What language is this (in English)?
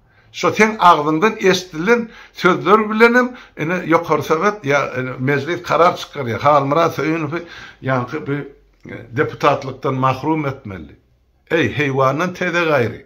Turkmen